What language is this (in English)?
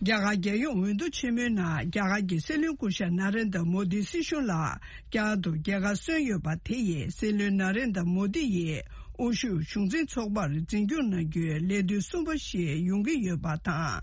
Tibetan